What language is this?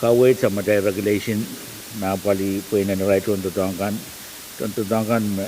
Pohnpeian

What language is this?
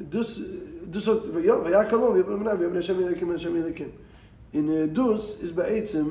Yiddish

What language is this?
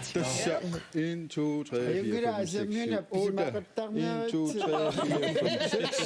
Kalaallisut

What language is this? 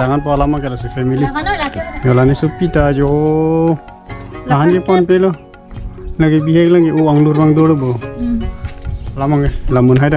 Karbi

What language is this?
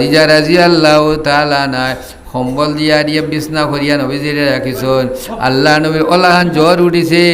Sylheti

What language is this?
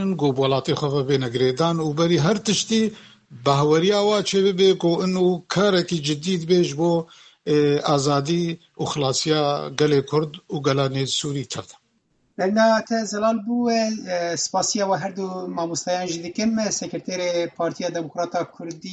Kurdish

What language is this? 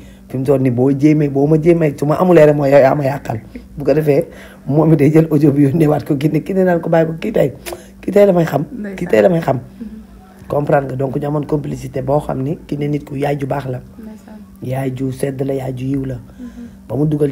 Wolof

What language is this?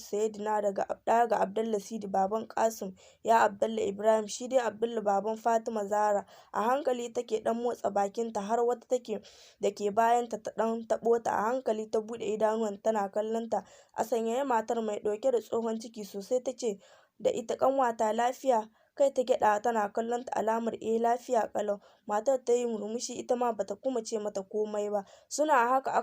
Hausa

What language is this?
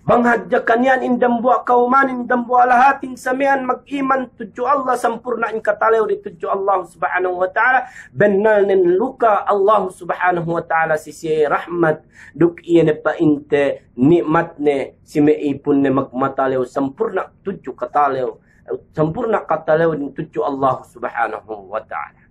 Yakan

